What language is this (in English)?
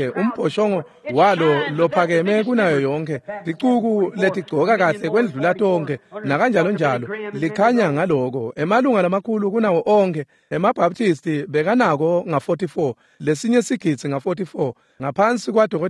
Swati